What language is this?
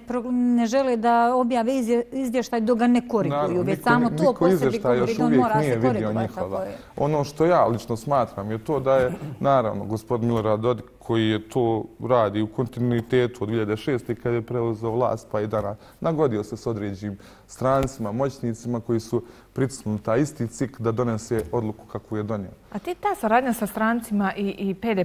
Bosnian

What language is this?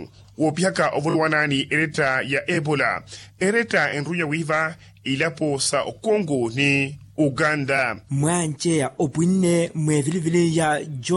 Makhuwa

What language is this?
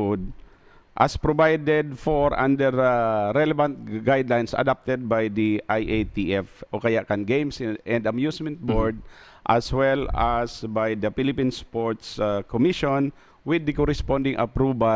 Bikol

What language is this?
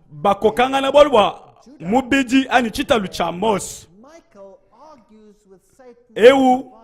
Luba-Lulua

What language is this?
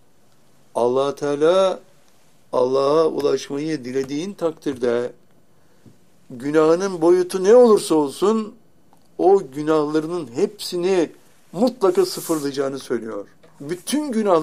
Turkish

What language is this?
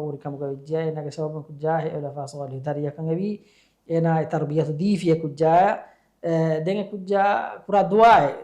Divehi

